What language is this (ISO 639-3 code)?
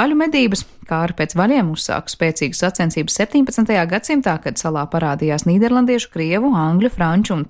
lav